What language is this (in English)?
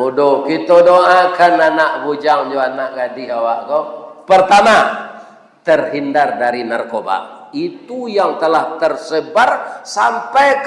Minangkabau